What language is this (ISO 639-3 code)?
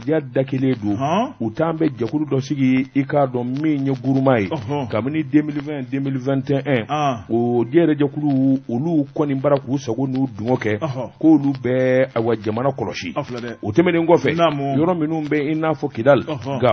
bam